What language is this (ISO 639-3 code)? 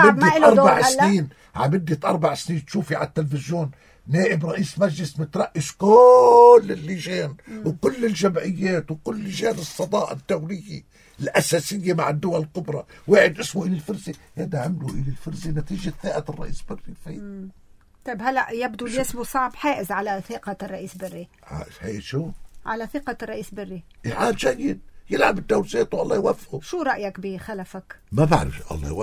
apc